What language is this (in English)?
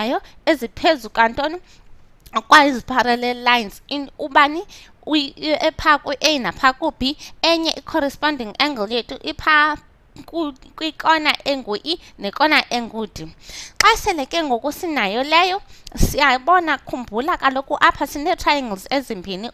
Xhosa